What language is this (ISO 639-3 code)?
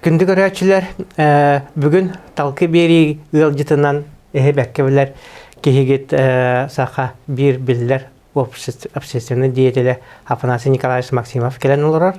sah